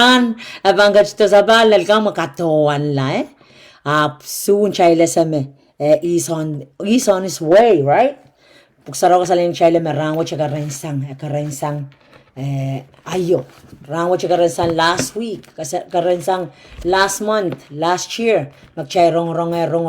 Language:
Pohnpeian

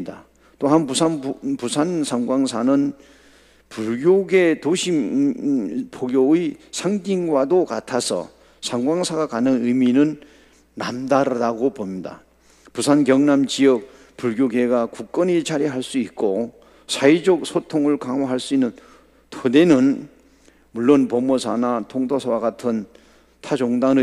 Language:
Korean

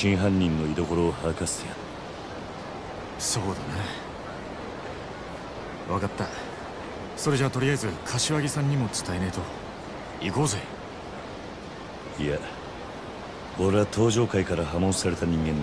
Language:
Japanese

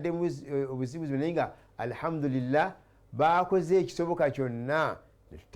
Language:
Ganda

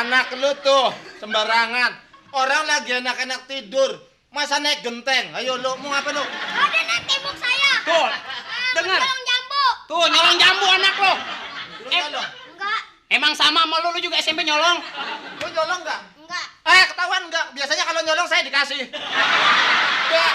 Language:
Betawi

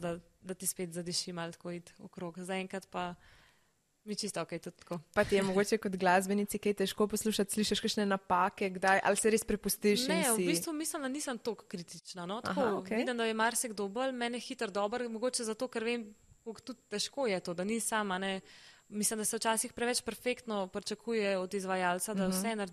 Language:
Slovenian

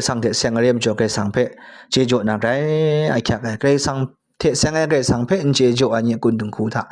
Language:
Kachin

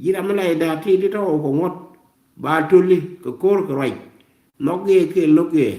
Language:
Nuer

